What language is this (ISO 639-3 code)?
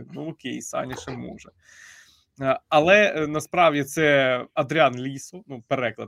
ukr